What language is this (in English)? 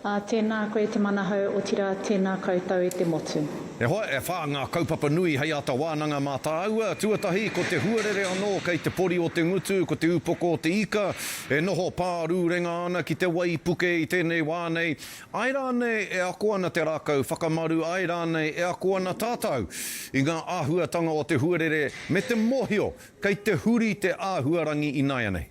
Māori